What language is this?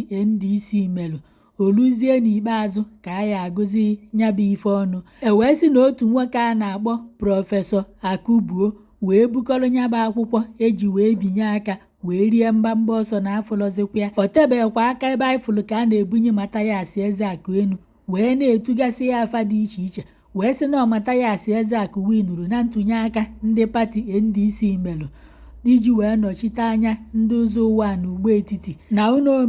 Igbo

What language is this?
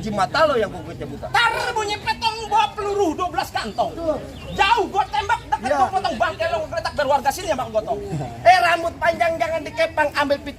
Betawi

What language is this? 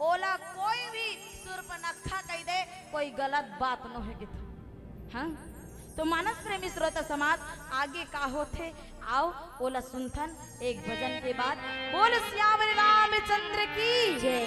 Chhattisgarhi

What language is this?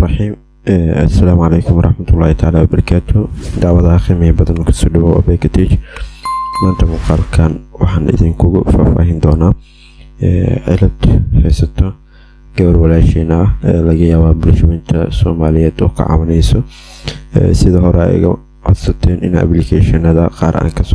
Somali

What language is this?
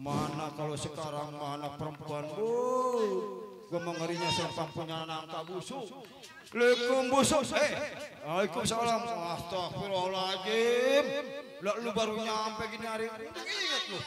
Betawi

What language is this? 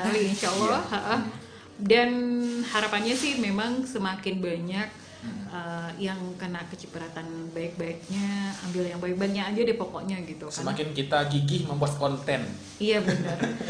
Indonesian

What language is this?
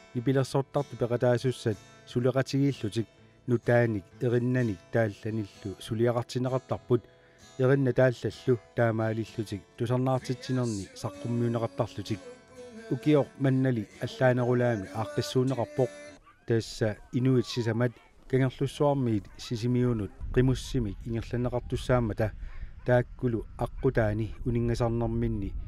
Kalaallisut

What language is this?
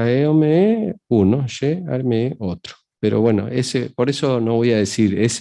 Guarani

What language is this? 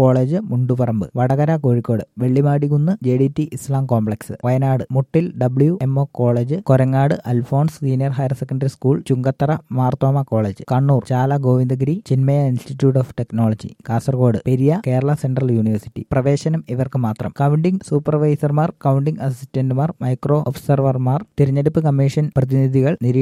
Malayalam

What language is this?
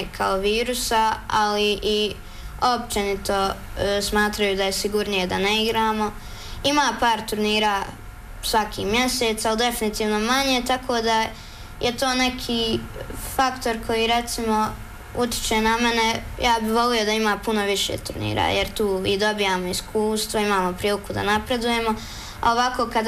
Bosnian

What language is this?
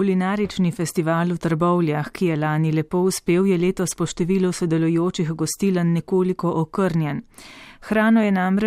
Slovenian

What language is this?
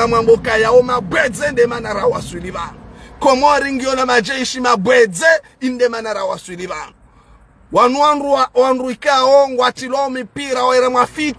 Ngazidja Comorian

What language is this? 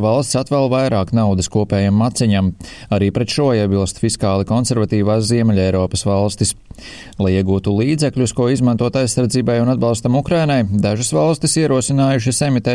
Latvian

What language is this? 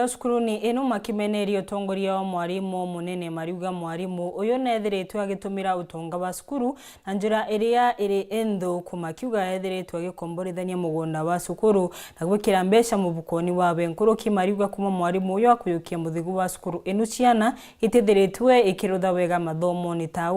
Meru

